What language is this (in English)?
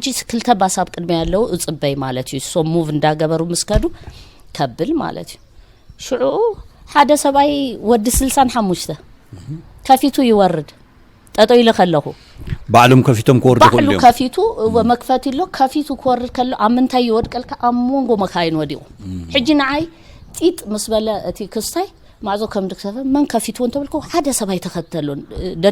Tigrinya